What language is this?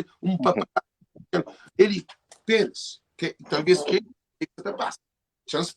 Kabuverdianu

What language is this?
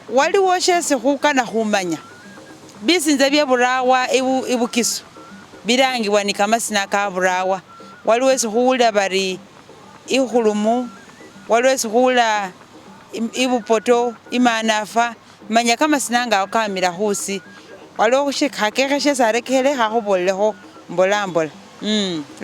Masaaba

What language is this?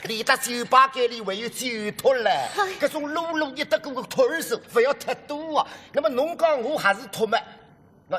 Wu Chinese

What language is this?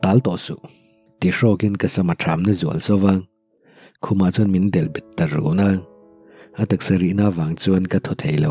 Mizo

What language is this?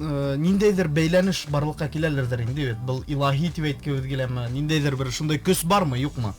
Bashkir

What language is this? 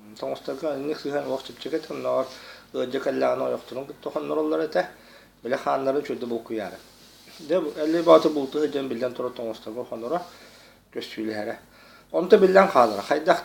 Yakut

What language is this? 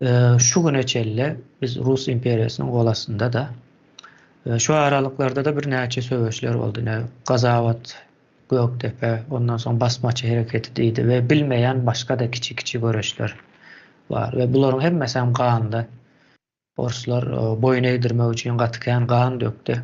Turkmen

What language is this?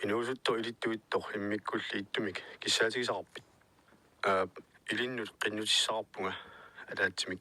Kalaallisut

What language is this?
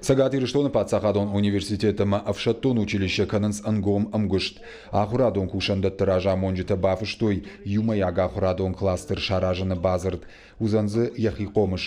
Ossetic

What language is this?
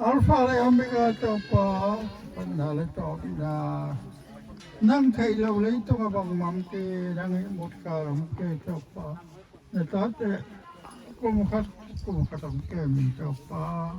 Tedim Chin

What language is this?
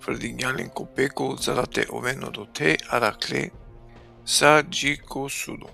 Balkan Romani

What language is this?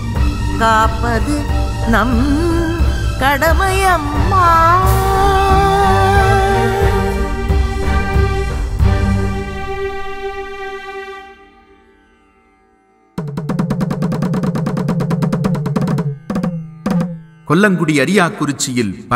Tamil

